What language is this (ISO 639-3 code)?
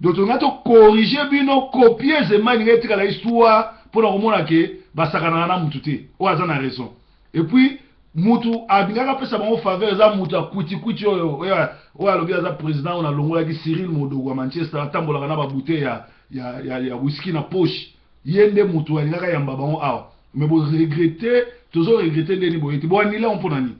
lin